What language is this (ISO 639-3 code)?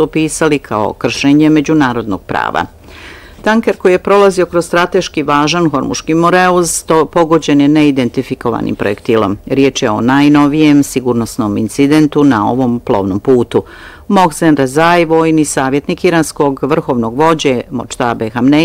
bos